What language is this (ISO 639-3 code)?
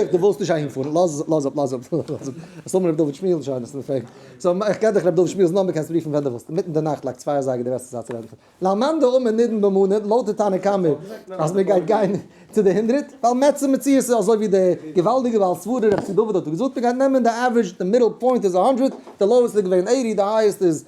yid